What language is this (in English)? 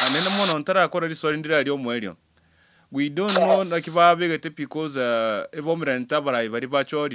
Gusii